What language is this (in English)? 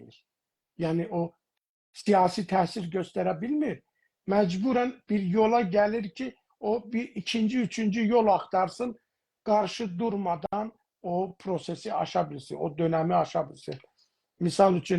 South Azerbaijani